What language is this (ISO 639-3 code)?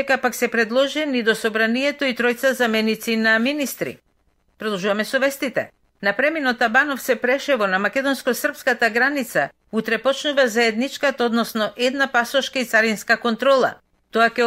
mkd